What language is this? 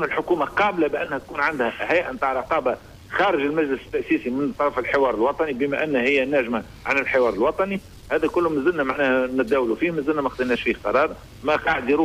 Tunisian Arabic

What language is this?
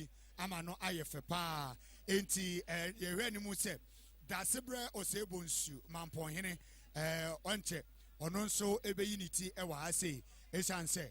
Akan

